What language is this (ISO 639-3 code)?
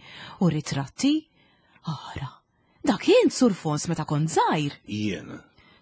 mlt